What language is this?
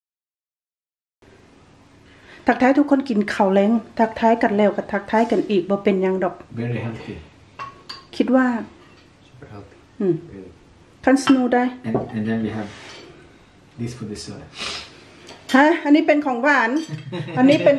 Thai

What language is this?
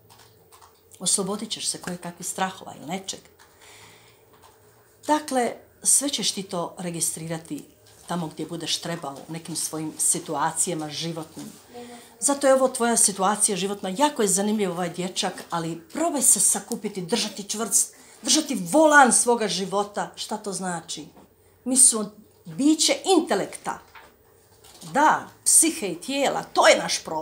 Croatian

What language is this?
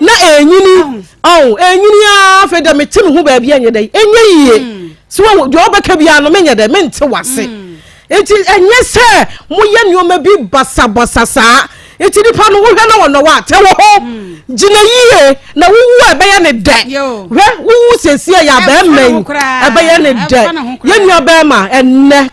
Akan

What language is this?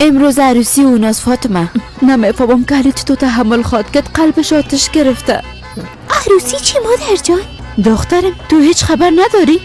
Persian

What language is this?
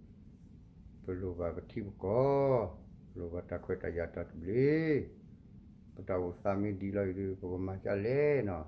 S'gaw Karen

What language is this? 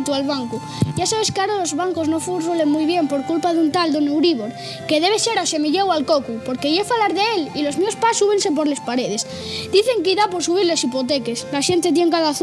Asturian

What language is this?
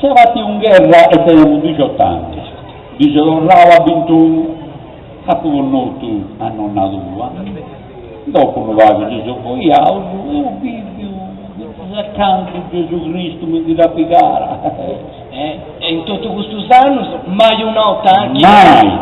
Sardinian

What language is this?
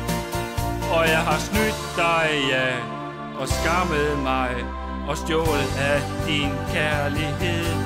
Danish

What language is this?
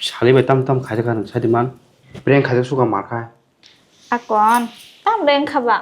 Kok Borok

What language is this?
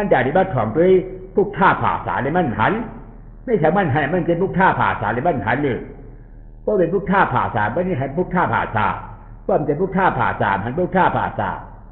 Shan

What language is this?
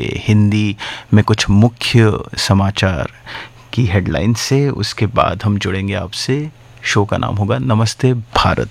Hindi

